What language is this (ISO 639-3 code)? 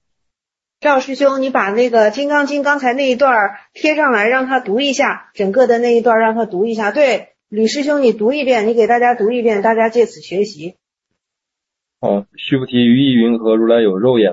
zho